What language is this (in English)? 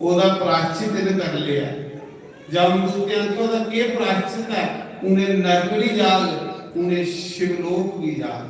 Dogri